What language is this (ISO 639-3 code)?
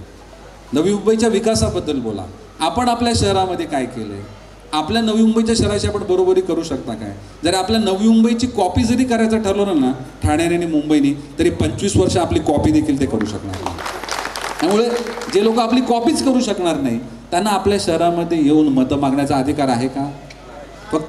mar